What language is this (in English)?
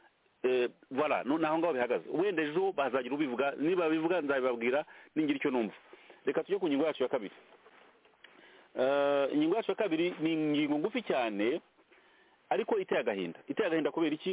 Kinyarwanda